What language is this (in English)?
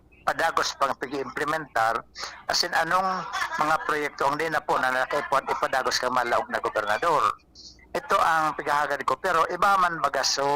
Bikol